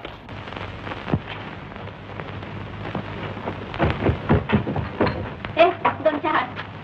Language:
Marathi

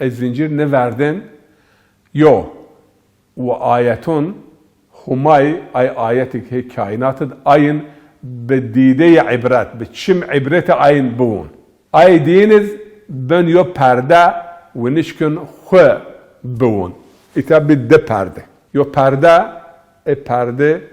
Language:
Zaza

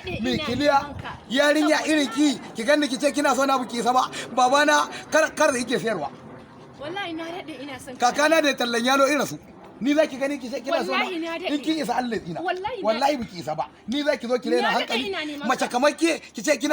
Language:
Hausa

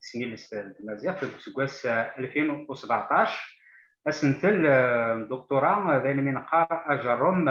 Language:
Kabyle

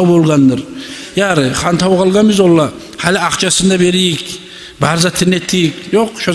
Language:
Kumyk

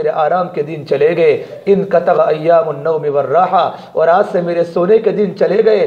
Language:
Urdu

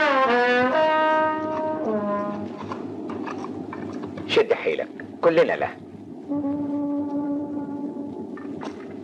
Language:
Egyptian Arabic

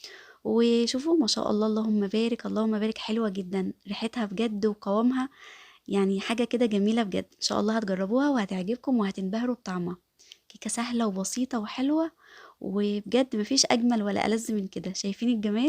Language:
Egyptian Arabic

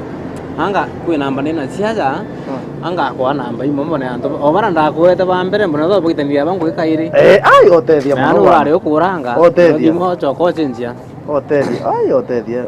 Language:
Meru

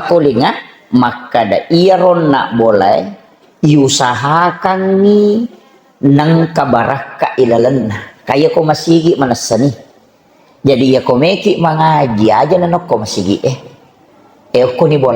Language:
Buginese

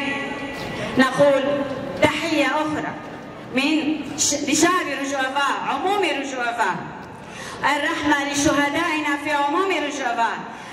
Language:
Kurdish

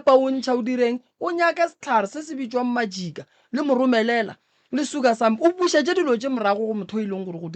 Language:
Northern Sotho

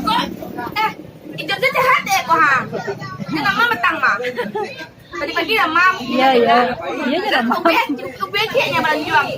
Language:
Minangkabau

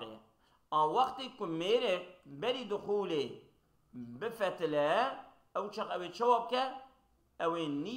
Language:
Kurdish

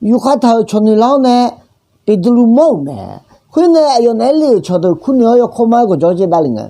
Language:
Akha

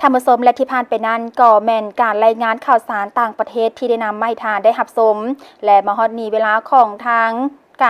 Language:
Lao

